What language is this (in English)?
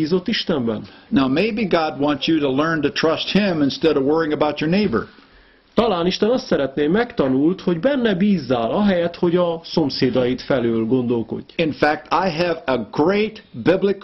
Hungarian